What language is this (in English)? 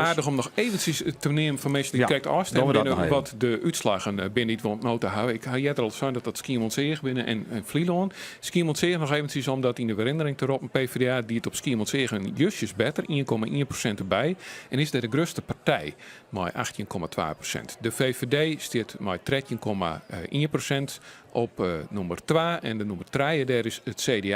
Western Frisian